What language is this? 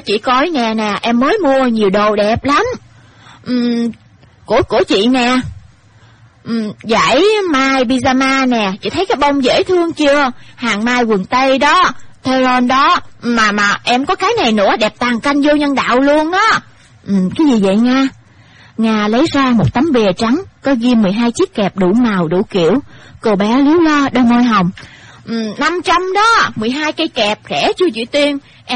Vietnamese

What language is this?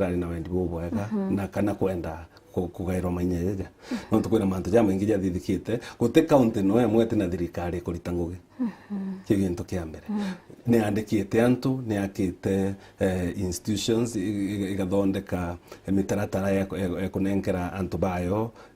Meru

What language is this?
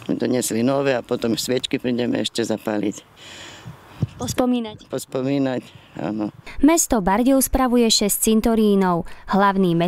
Slovak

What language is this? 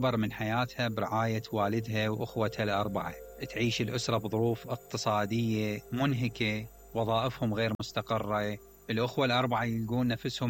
Mesopotamian Arabic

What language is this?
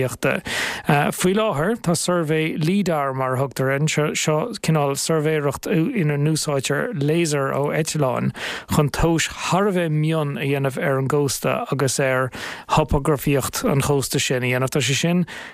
Irish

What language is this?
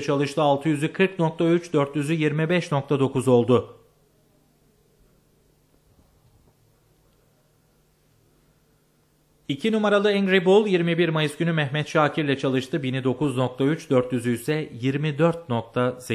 Turkish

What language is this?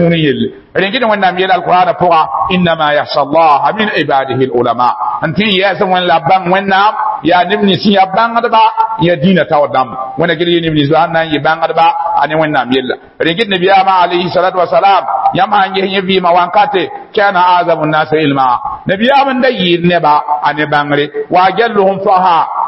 Mossi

